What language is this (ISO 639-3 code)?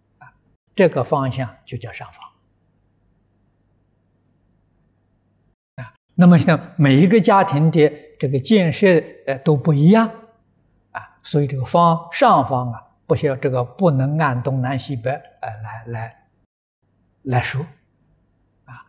zho